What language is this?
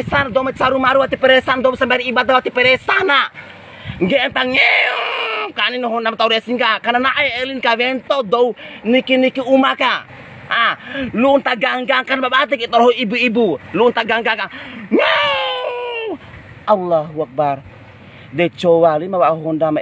Bima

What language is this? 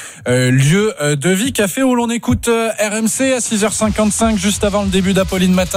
French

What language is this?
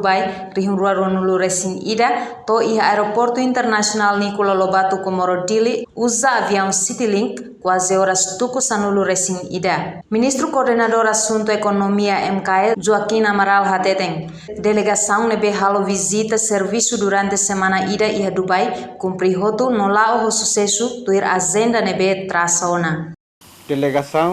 Tetum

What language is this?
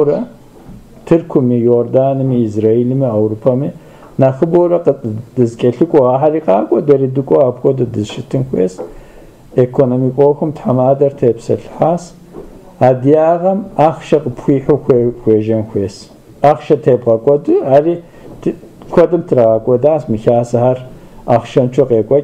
Kabardian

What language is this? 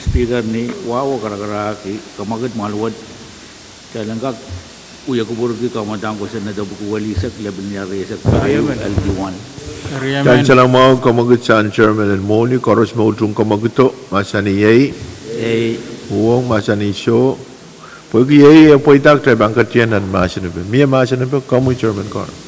Pohnpeian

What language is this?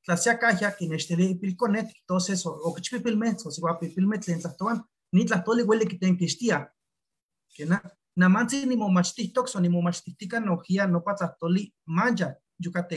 Eastern Huasteca Nahuatl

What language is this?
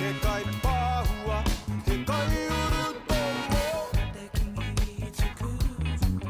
Māori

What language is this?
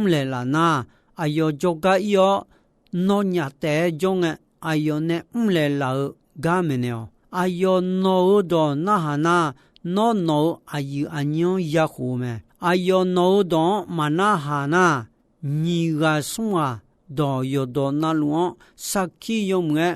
Akha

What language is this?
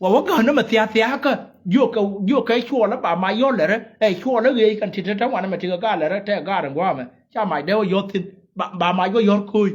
Nuer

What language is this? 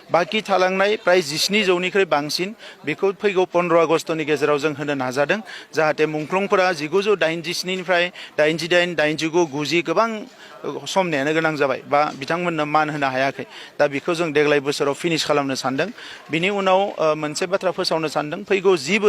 Bodo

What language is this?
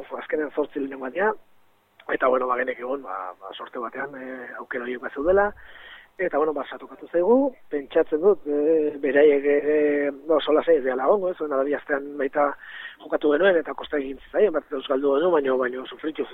Basque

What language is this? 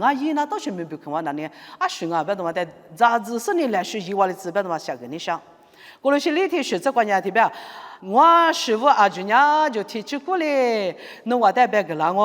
Lisu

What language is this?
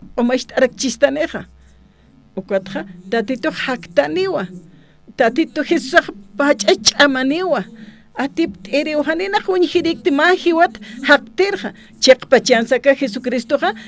Aymara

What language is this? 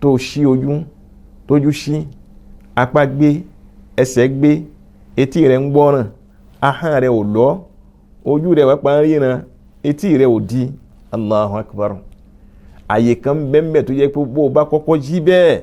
Yoruba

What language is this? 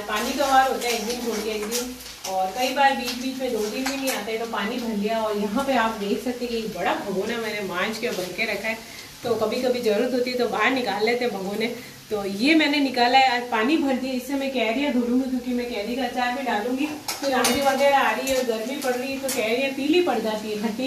Hindi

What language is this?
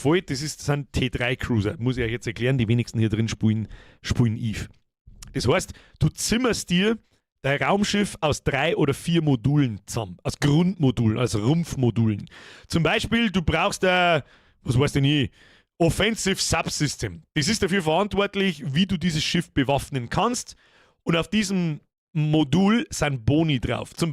Bavarian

